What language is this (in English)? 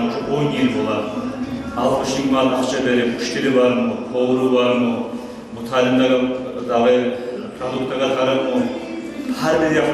Kumyk